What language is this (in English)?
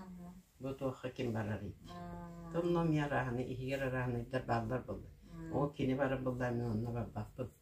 Yakut